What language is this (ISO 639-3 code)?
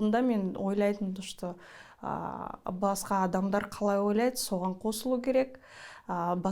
kaz